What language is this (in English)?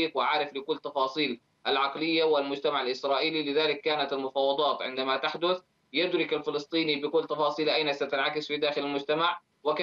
Arabic